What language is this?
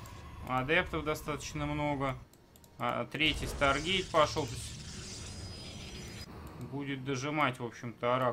Russian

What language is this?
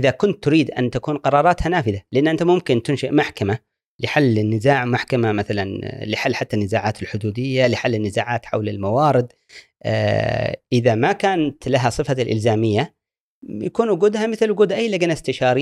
Gulf Arabic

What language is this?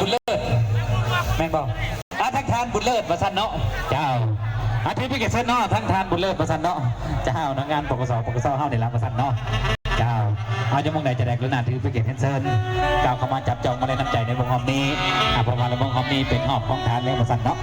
Lao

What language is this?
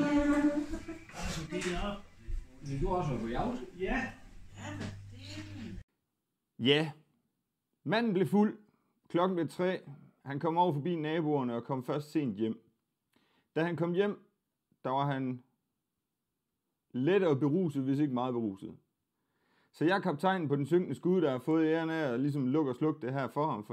Danish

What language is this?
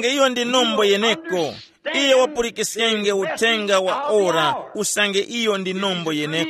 Tumbuka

